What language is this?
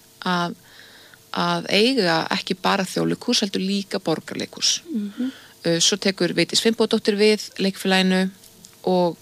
Icelandic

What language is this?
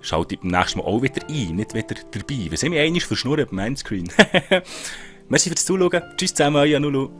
Swiss German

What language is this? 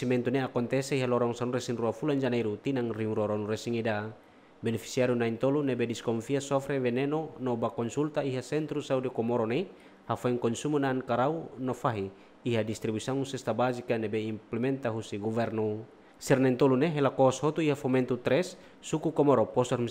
Tetum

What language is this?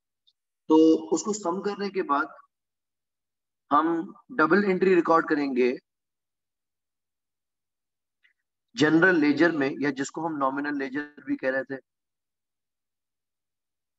Hindi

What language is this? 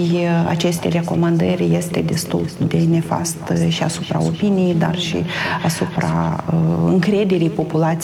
Romanian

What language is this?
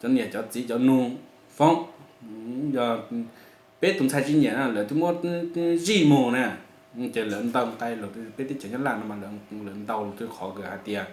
Hmong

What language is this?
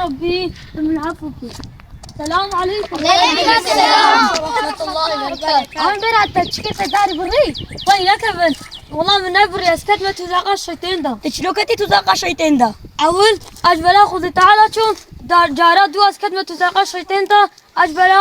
Kurdish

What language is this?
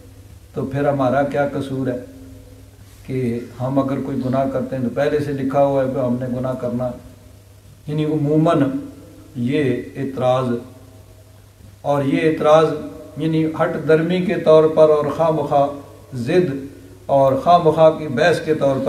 Urdu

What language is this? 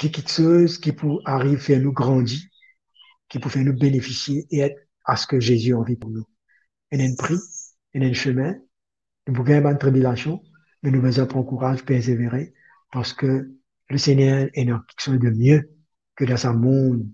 Morisyen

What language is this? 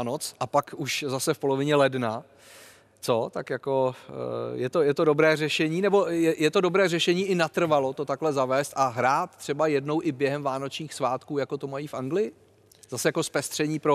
Czech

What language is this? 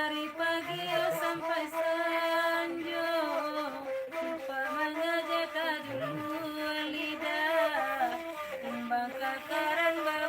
Minangkabau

